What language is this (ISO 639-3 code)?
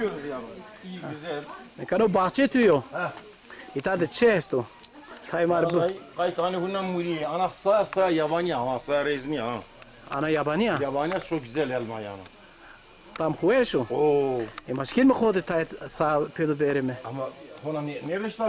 zza